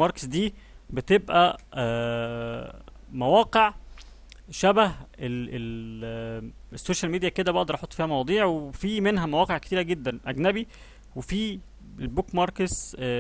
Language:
Egyptian Arabic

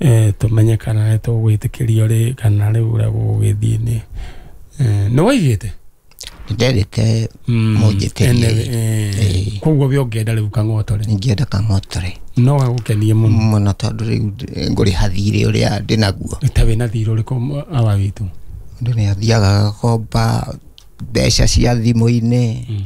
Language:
Kikuyu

